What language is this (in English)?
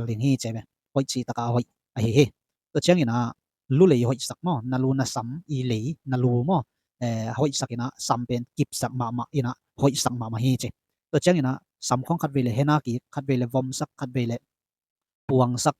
Tedim Chin